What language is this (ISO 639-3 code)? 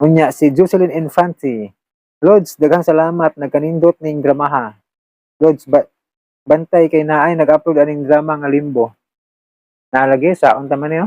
ceb